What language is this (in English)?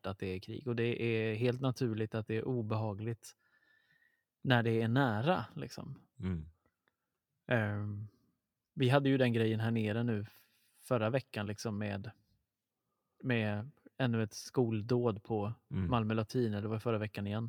Swedish